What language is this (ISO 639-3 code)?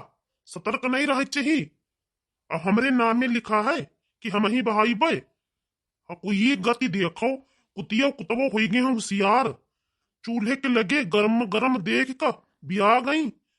awa